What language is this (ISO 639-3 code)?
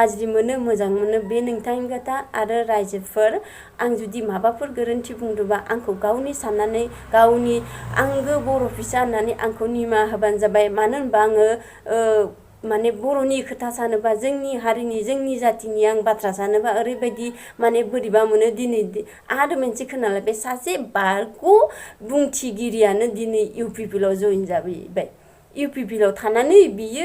brx